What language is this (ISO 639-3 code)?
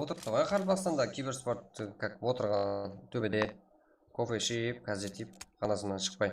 kaa